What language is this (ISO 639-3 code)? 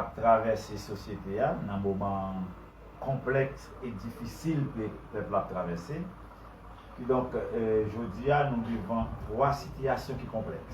hat